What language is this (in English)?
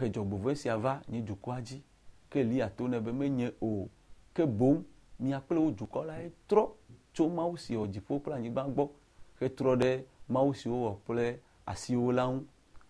Ewe